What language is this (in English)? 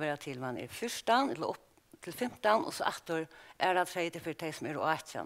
Faroese